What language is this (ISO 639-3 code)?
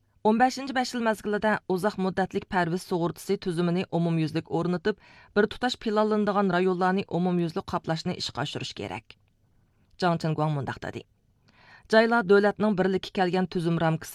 uig